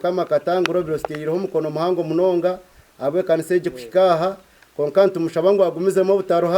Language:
Nyankole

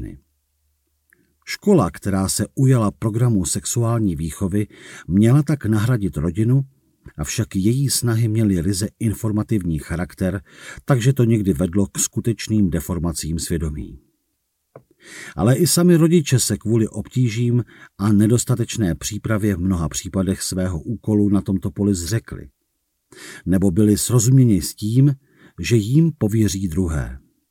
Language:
Czech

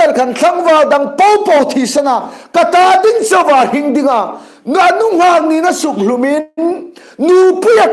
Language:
Hmar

